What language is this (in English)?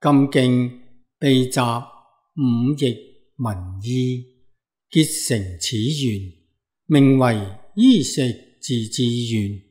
Cantonese